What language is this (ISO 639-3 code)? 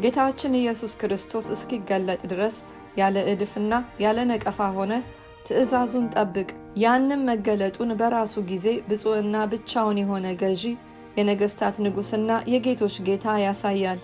amh